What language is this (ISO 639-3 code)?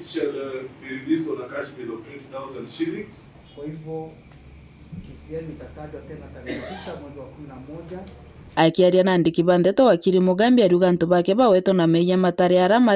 mer